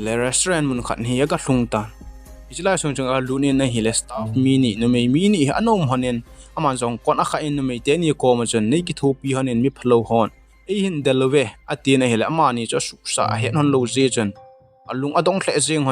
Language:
Thado Chin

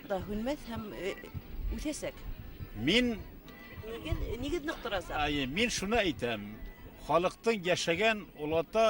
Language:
Bashkir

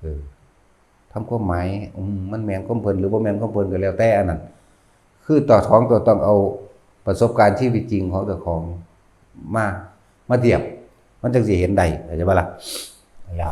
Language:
Northeastern Thai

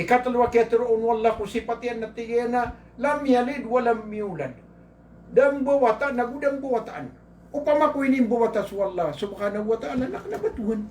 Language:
Maranao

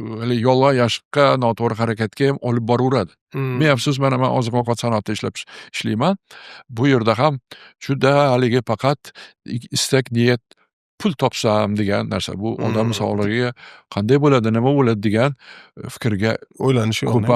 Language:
Uzbek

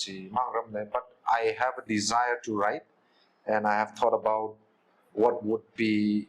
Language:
Tangkhul Naga (India)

